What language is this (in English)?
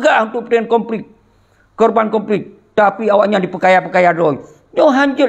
Achinese